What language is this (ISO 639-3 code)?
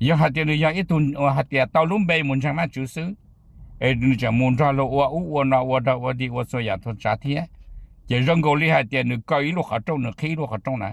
hmn